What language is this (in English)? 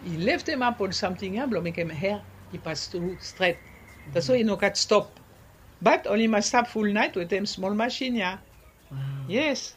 Bislama